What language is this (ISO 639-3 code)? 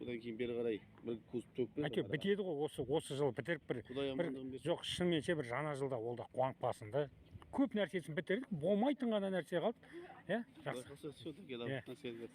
kaz